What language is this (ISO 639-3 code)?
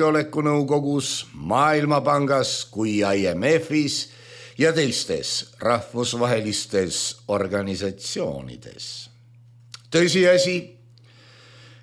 est